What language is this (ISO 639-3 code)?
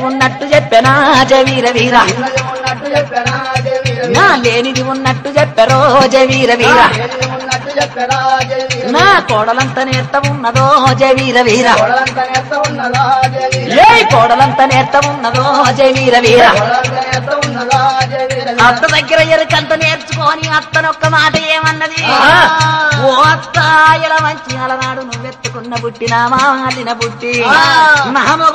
tel